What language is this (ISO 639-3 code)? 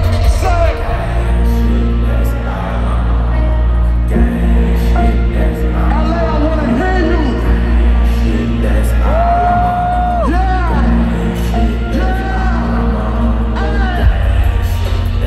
eng